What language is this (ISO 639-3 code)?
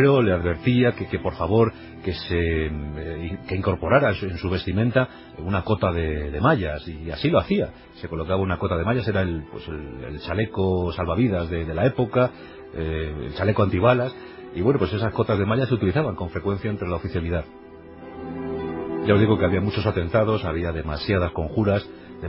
spa